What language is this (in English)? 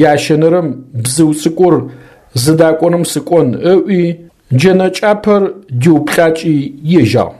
Adyghe